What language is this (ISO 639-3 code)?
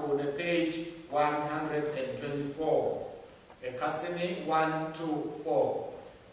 ssw